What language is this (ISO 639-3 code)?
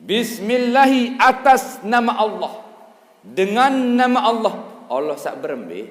sas